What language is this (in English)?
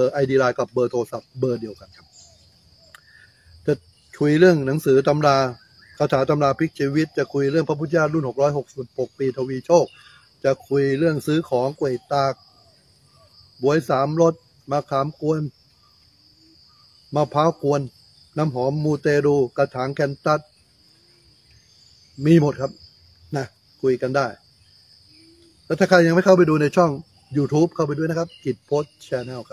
Thai